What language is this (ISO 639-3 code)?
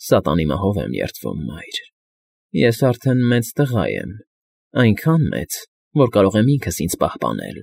hye